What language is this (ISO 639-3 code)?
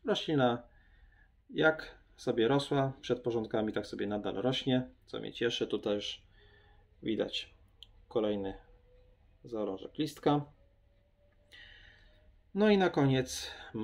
pol